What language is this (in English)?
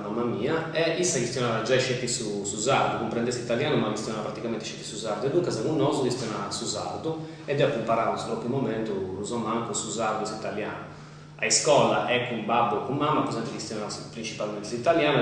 Sardinian